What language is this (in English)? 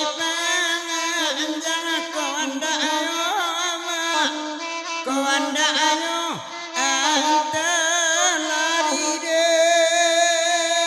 Minangkabau